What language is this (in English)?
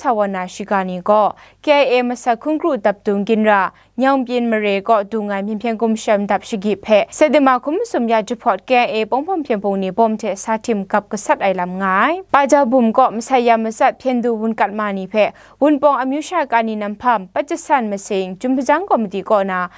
Kachin